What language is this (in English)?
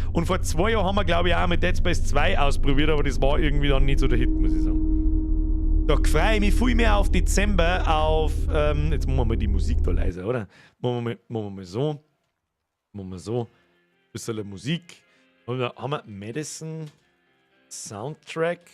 Bavarian